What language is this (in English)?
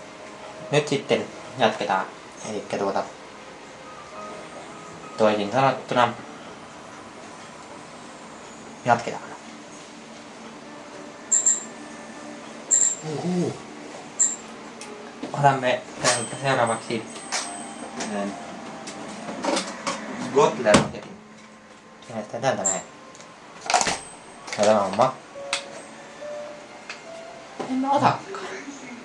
Finnish